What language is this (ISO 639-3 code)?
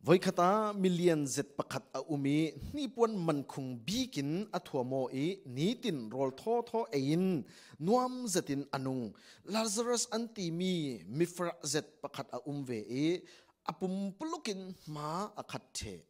cfm